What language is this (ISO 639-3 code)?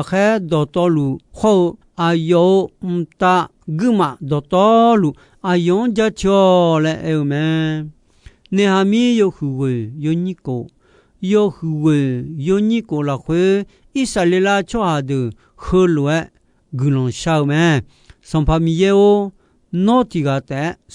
ahk